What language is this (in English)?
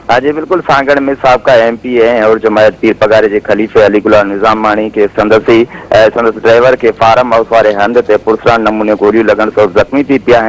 Sindhi